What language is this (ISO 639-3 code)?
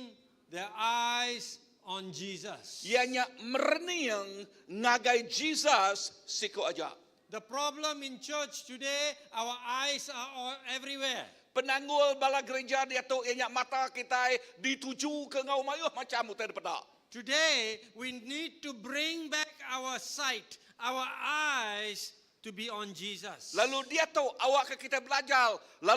iba